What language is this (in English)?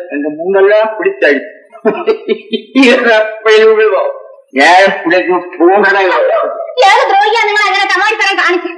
Malayalam